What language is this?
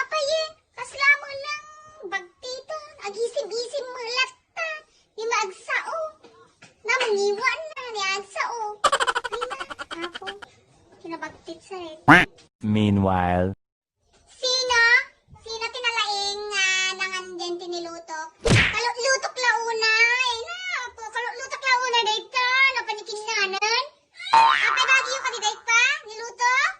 Iloko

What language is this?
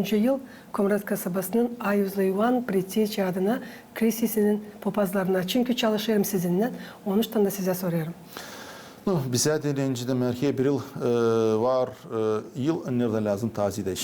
Gagauz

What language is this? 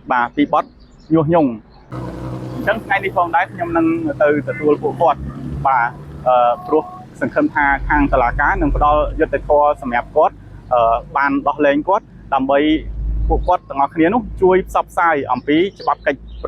Khmer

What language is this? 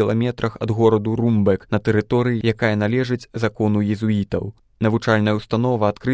Belarusian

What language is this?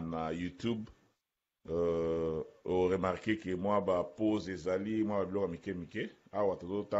Lingala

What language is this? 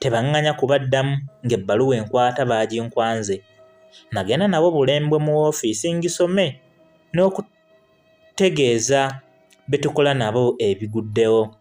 Ganda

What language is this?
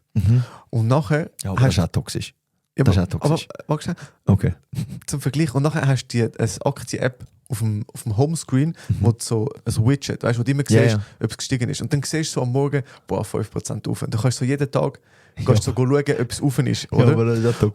Swiss German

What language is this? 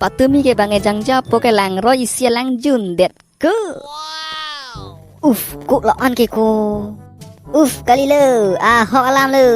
Karbi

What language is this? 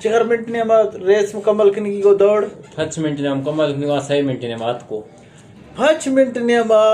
Eastern Balochi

